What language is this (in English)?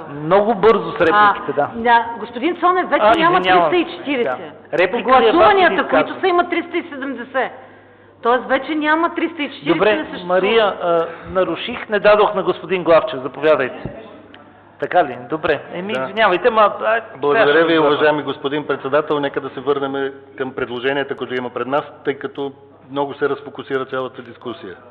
Bulgarian